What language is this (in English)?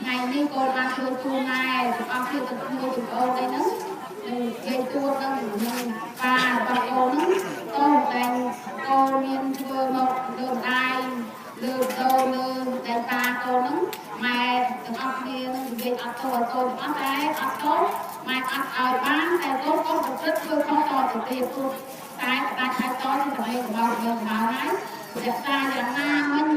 Khmer